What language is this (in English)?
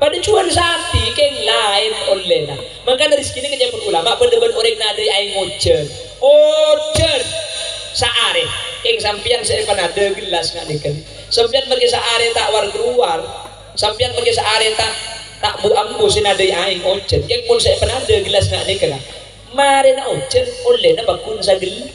Madurese